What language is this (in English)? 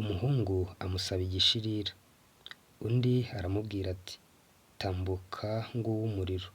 Kinyarwanda